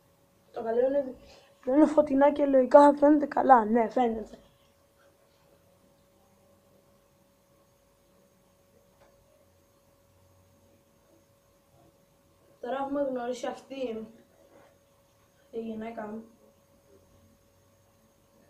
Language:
Greek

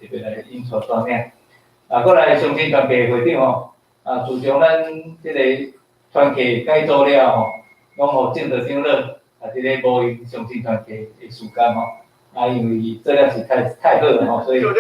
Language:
Min Nan Chinese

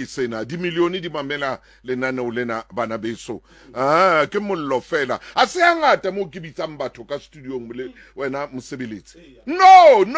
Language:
Southern Sotho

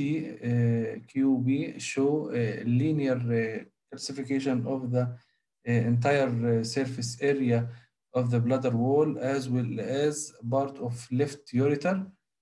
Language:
Egyptian Arabic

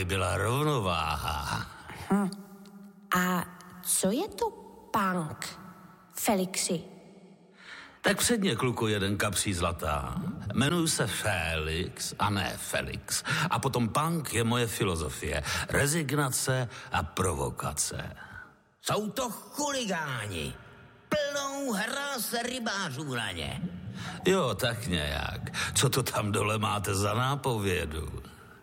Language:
Czech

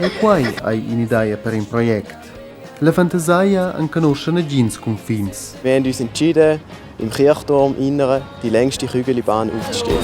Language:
Romansh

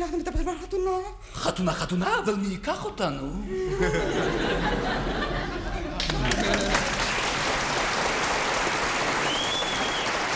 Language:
Hebrew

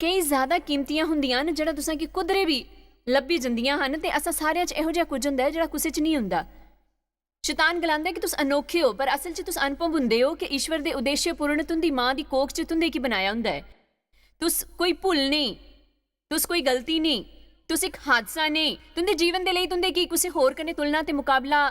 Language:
Dogri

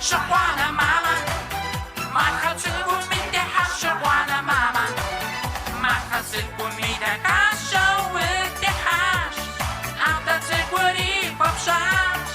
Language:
Kabardian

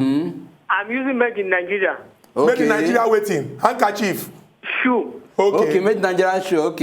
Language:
Nigerian Pidgin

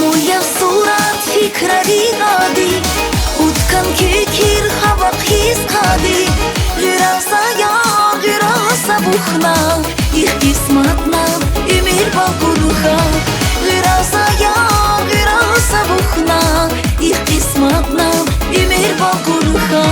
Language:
Tabassaran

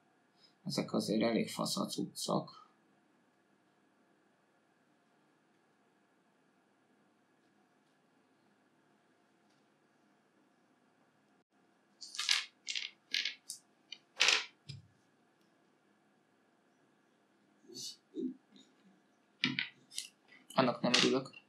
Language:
Hungarian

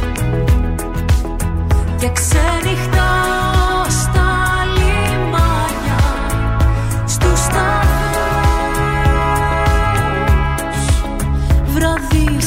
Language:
Greek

